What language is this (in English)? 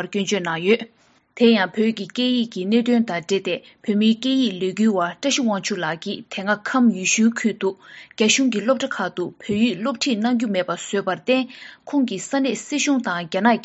Tibetan